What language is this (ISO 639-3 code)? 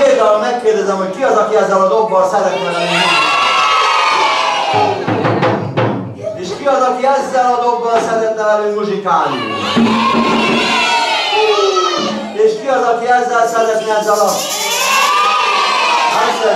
hun